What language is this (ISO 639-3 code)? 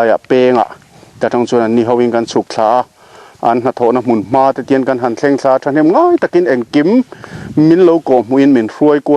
lus